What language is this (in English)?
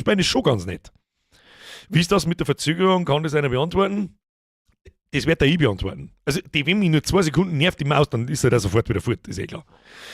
Bavarian